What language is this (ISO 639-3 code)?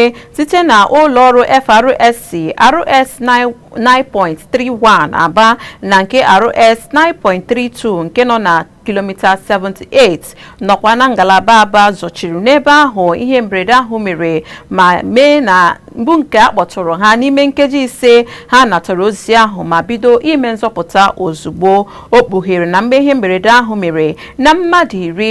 ibo